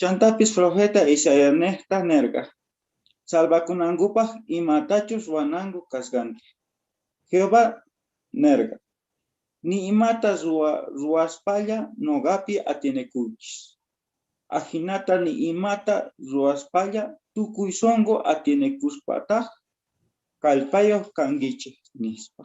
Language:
South Bolivian Quechua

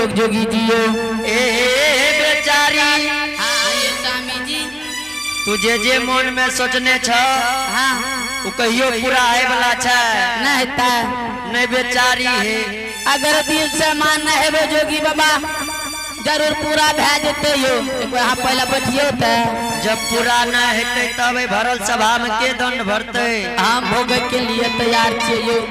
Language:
Angika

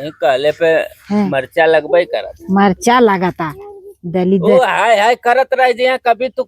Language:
Bhojpuri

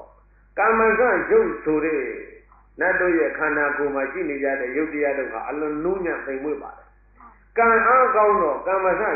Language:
Burmese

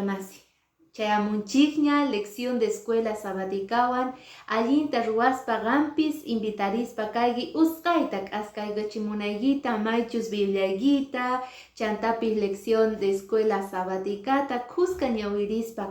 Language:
Quechua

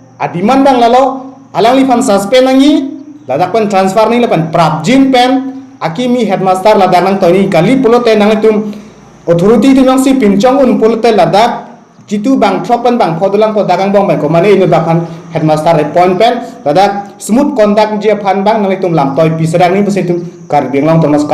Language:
Karbi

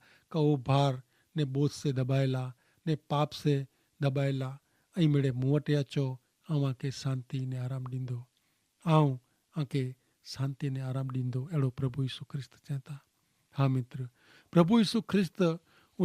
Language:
Kachhi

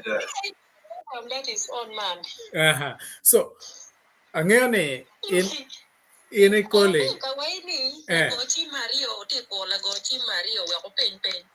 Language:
Acoli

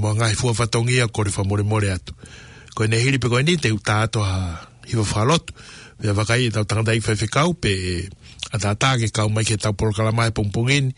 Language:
Tongan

